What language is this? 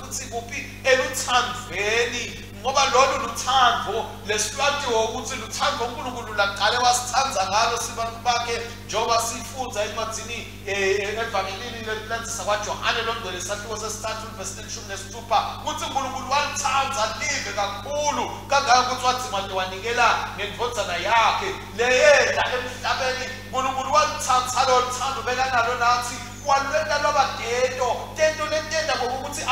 Swati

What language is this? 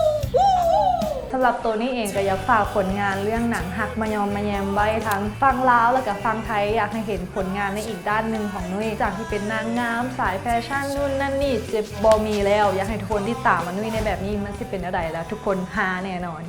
Lao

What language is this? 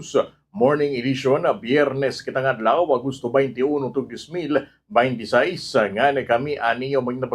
Waray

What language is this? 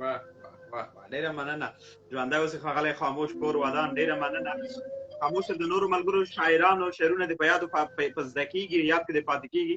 Pashto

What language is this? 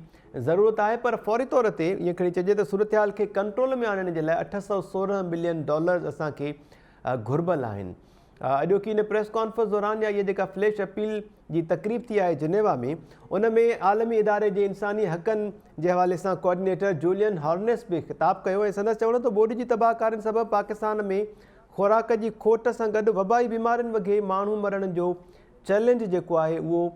Sindhi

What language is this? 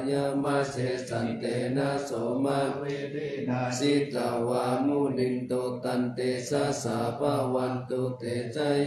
Pali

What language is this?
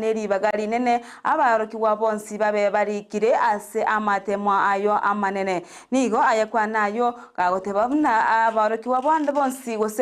Gusii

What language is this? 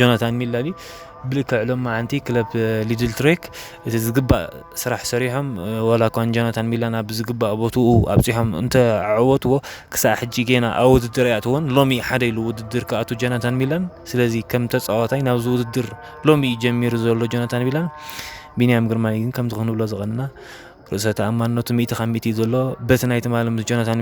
Tigrinya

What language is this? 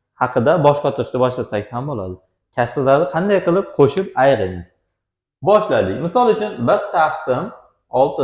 Uzbek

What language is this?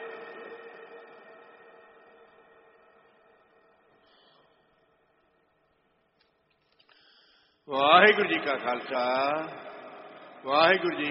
Punjabi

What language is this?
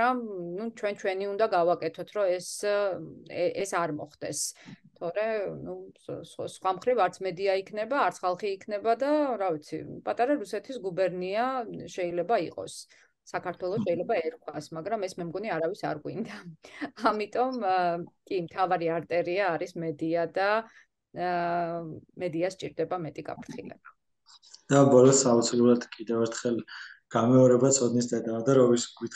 Georgian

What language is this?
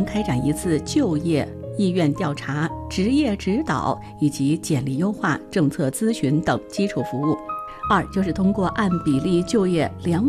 Chinese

